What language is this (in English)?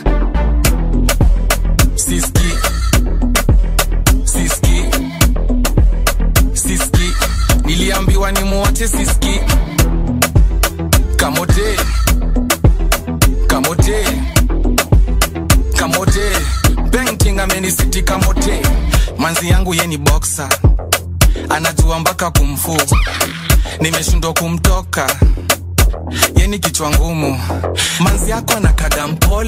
Swahili